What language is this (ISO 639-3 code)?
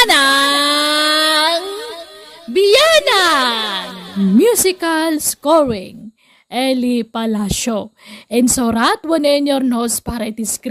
ilo